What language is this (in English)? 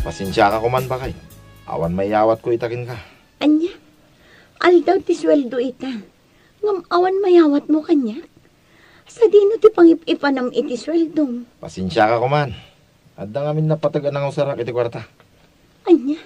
Iloko